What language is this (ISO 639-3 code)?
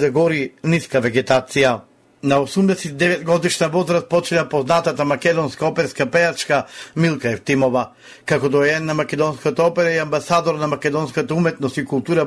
mkd